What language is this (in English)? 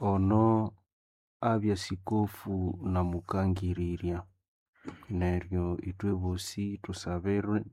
Nande